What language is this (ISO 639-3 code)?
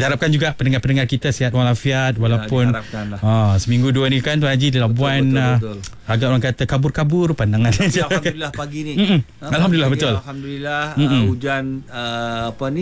msa